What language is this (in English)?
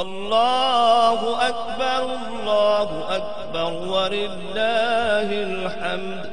Saraiki